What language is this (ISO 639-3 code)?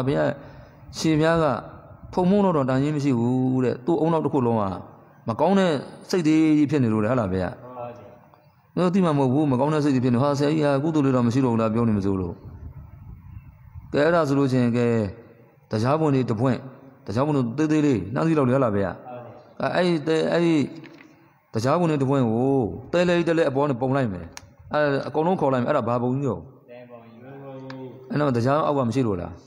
mya